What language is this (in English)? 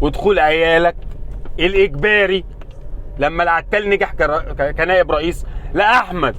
Egyptian Arabic